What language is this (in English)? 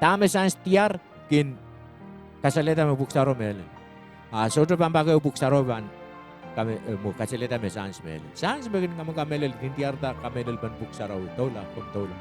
Pohnpeian